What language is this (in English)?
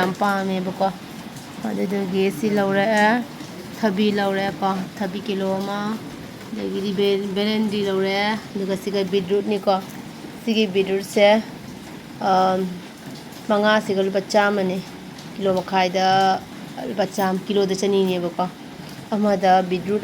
Manipuri